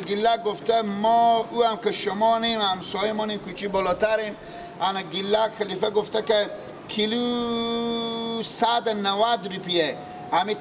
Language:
Persian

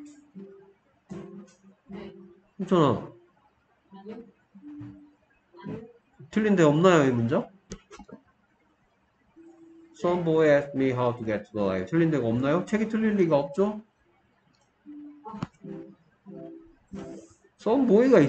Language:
Korean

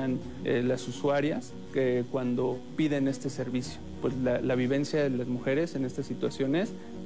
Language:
Spanish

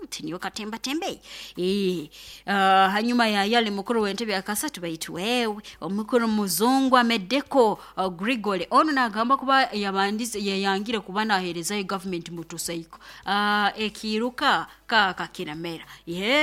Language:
Nyoro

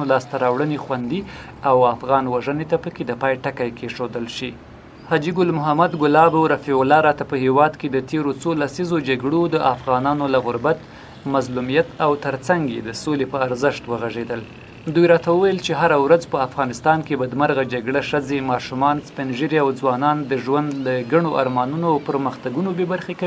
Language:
Pashto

